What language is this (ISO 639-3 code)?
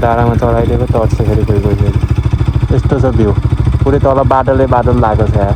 nep